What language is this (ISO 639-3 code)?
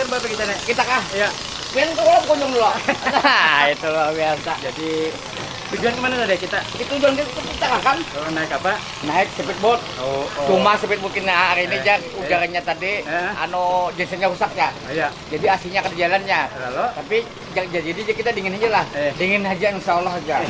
bjn